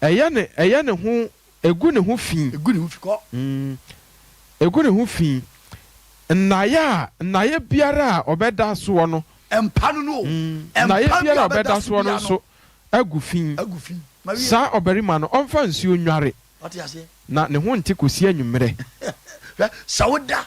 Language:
Akan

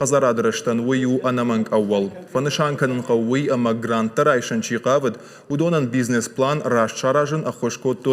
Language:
Ossetic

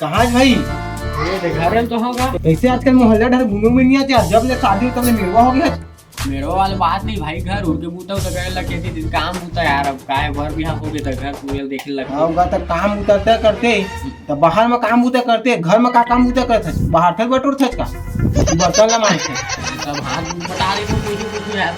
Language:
Chhattisgarhi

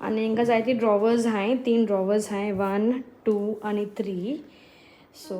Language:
Konkani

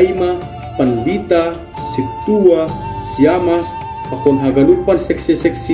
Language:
Batak Simalungun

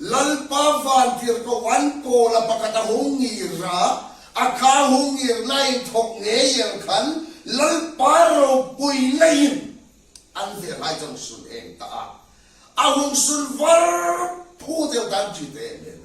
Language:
Hmar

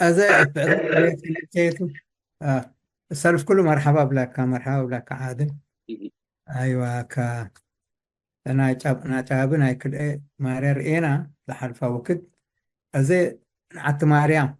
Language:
Tigre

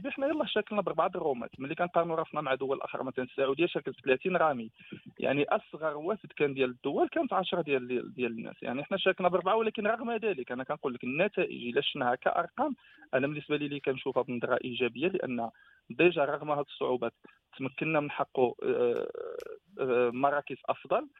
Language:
Moroccan Arabic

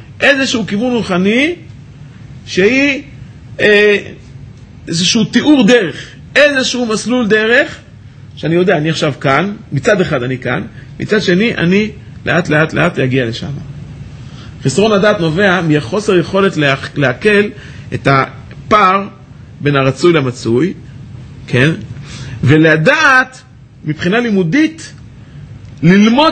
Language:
Hebrew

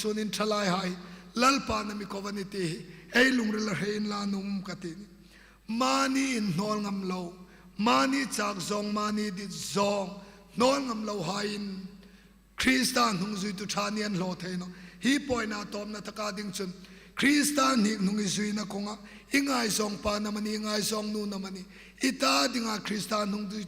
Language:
Hmar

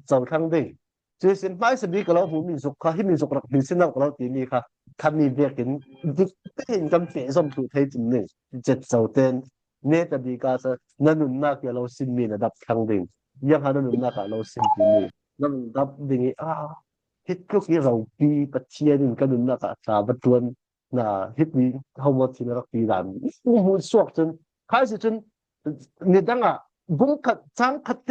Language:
Falam Chin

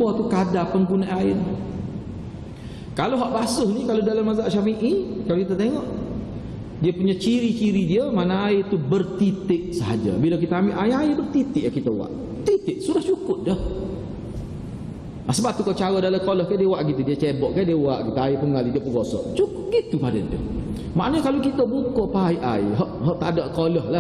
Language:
Malay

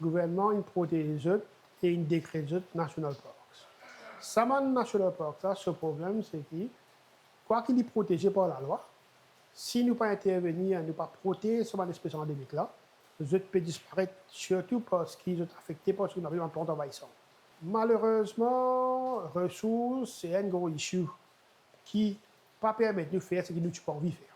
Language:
Morisyen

